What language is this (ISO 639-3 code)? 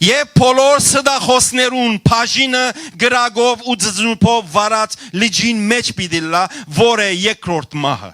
hyw